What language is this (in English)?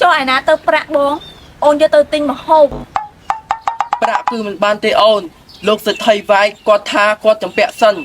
Khmer